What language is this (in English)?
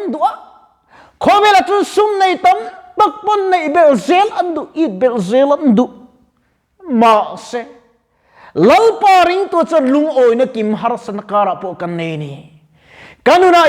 Mizo